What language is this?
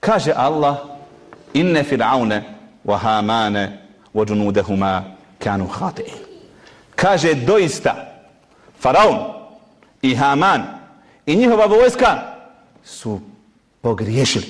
Bosnian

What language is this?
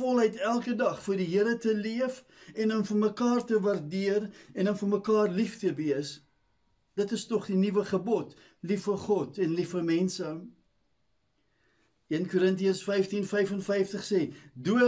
Afrikaans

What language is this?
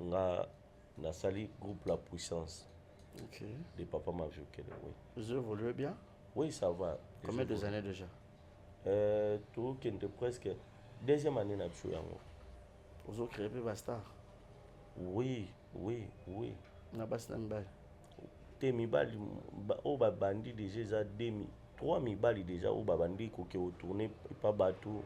Lingala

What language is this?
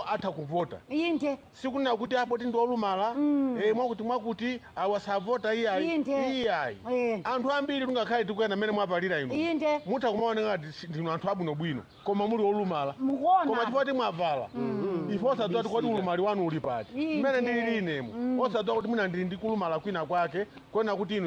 Nyanja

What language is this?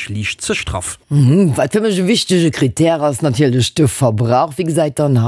Luxembourgish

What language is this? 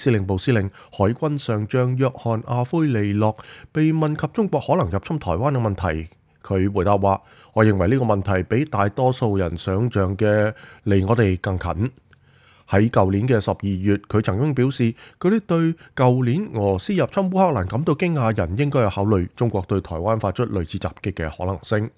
Cantonese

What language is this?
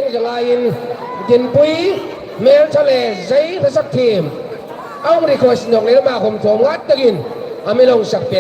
Hmar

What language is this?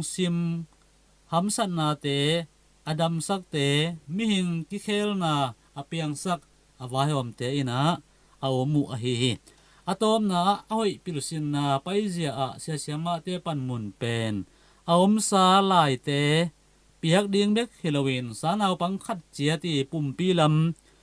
Tedim Chin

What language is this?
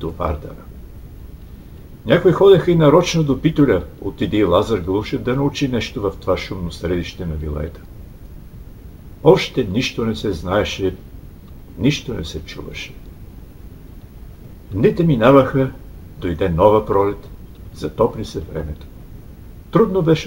Bulgarian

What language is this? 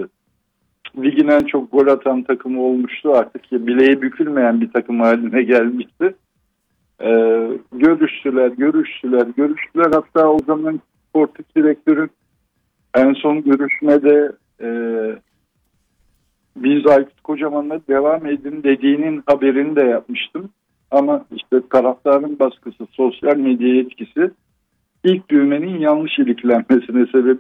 Turkish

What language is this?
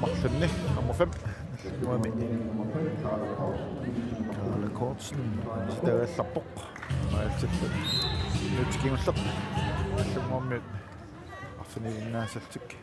Kalaallisut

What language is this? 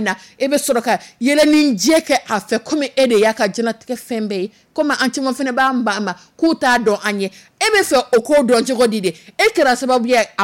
Dyula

